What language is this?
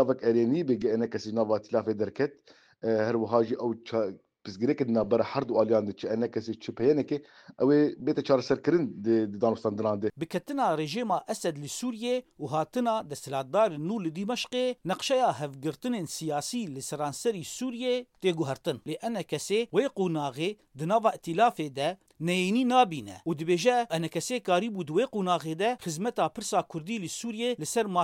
Kurdish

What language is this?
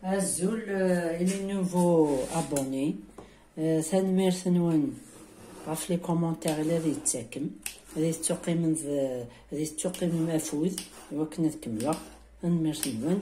Kabyle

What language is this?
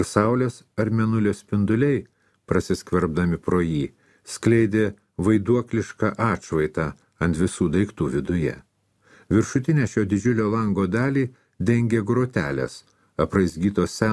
Lithuanian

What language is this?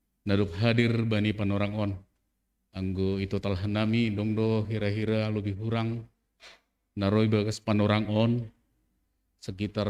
Batak Simalungun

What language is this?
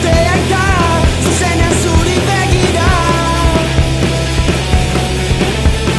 Basque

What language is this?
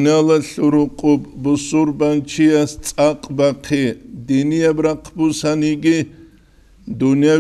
Avaric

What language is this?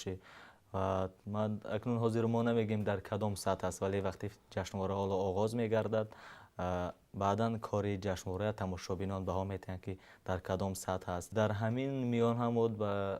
Tajik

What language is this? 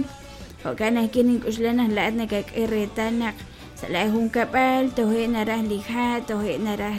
Kekchí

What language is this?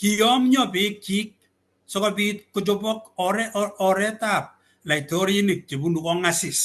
Kalenjin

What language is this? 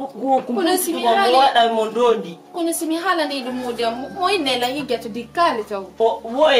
Fula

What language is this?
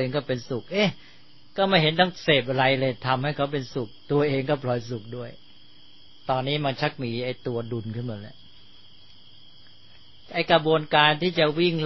Thai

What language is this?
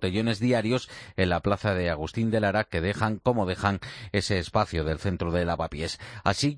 Spanish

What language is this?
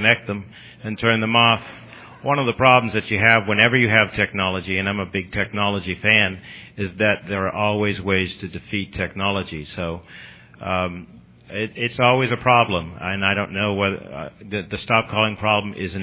English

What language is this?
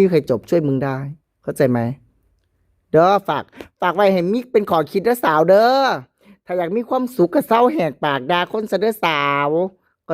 Northeastern Thai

